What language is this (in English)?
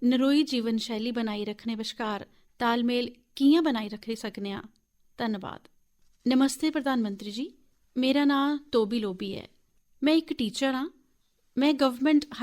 Dogri